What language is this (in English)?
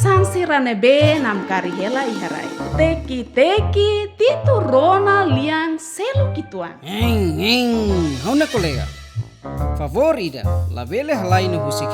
Tetum